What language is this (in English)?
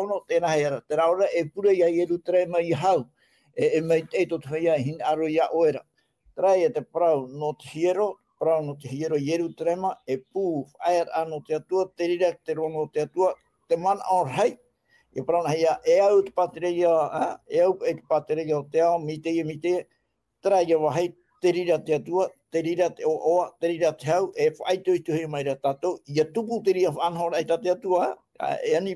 Tahitian